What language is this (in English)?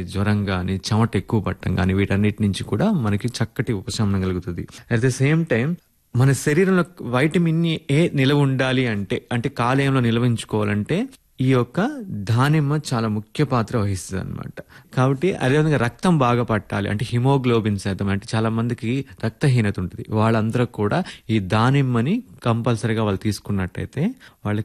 Telugu